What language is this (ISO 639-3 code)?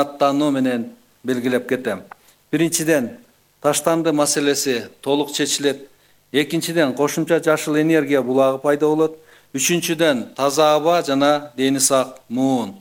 kir